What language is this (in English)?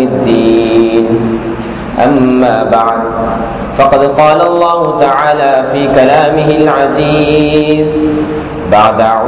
Tamil